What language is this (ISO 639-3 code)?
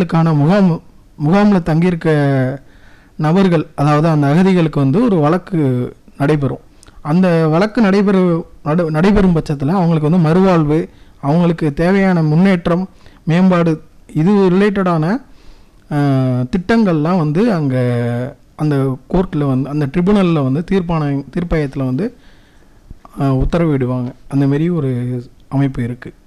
tam